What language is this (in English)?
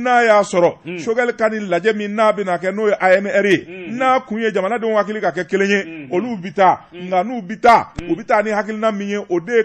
Bambara